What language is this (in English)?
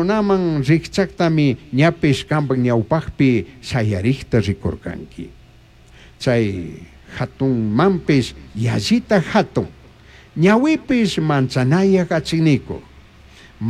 Chimborazo Highland Quichua